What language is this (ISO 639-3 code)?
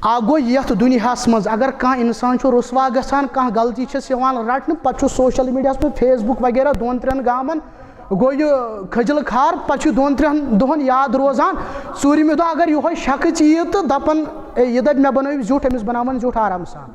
kas